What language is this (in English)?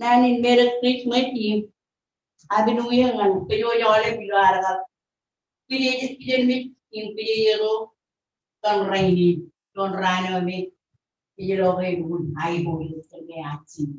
Marshallese